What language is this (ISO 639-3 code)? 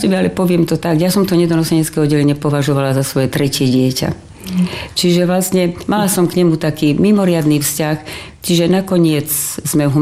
slk